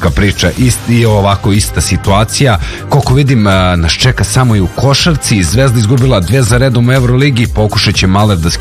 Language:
Serbian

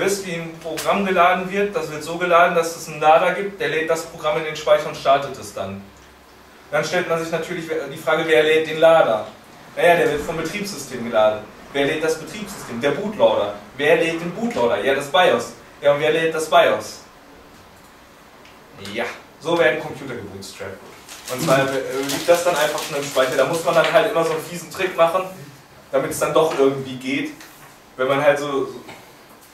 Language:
German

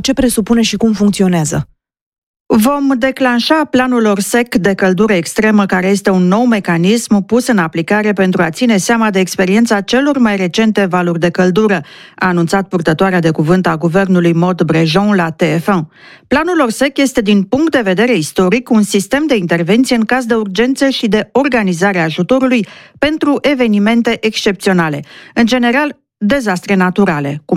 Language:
Romanian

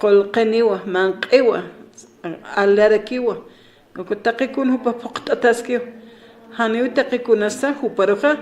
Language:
Aymara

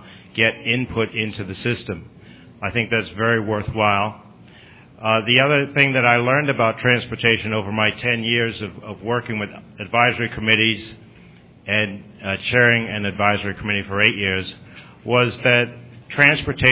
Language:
English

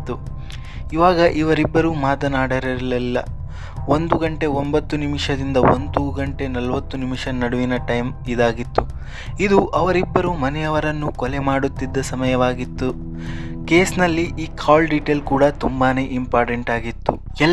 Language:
Kannada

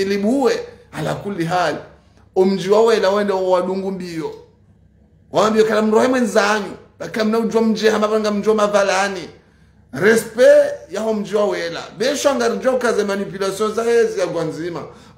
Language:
Ngazidja Comorian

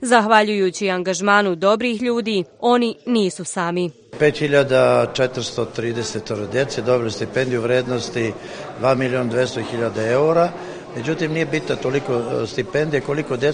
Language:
Bosnian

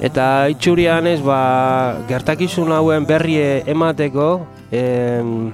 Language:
Basque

